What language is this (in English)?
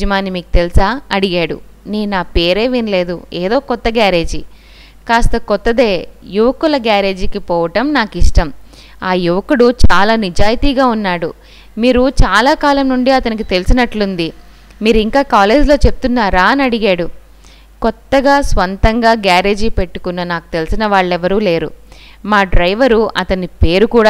Telugu